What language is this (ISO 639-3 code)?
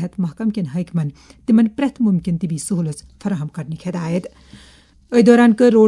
kas